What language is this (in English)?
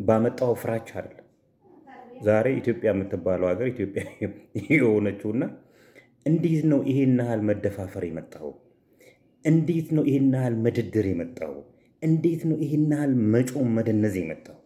Amharic